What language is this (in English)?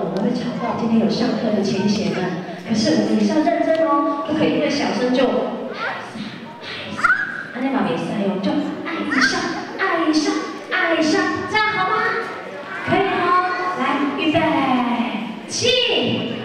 Chinese